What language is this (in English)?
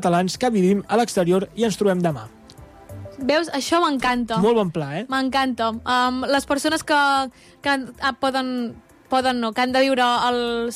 Catalan